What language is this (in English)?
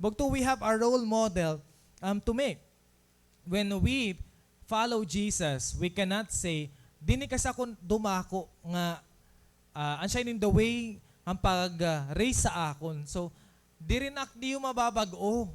Waray